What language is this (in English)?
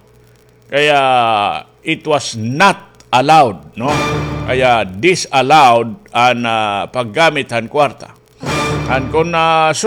Waray